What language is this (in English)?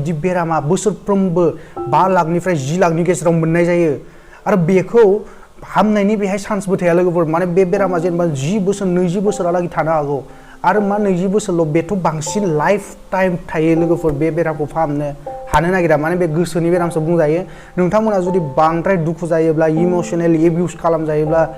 Bodo